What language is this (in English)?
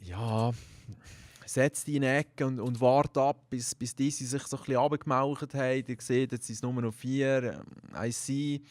Swiss German